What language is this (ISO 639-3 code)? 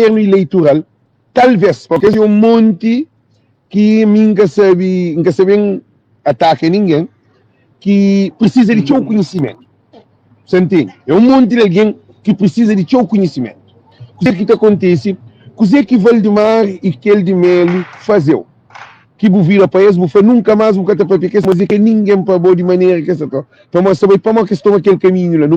kea